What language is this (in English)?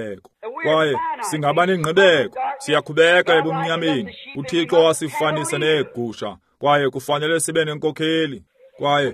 Xhosa